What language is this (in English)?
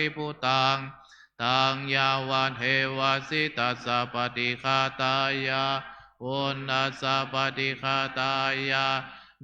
Pali